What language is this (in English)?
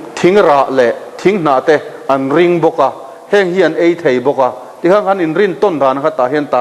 Mizo